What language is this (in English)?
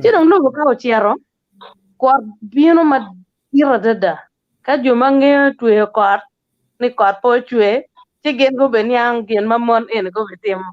Acoli